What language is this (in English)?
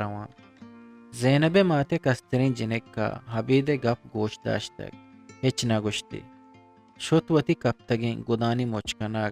Eastern Balochi